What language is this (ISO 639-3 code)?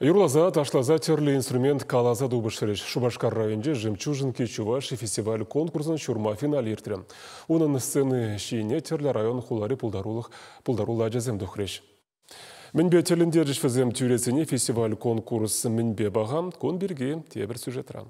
chv